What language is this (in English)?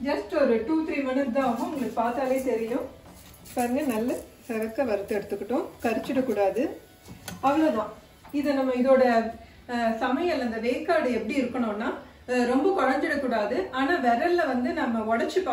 Tamil